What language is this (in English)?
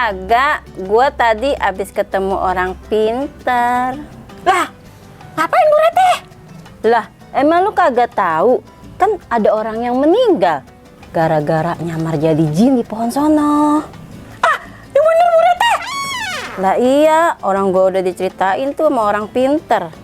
Betawi